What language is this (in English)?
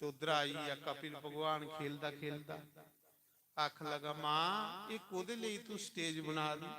Dogri